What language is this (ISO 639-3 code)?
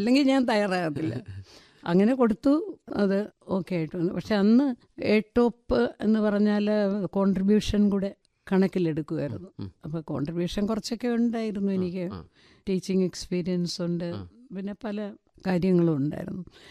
mal